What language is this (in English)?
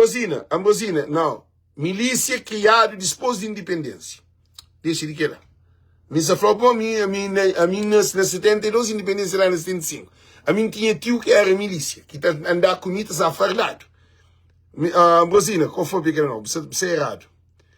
Kabuverdianu